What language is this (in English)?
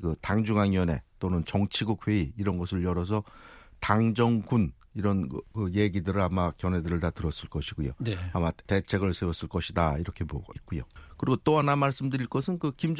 Korean